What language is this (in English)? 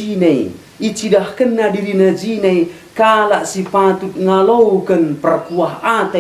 Batak Karo